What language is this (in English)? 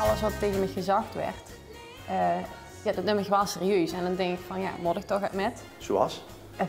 Limburgish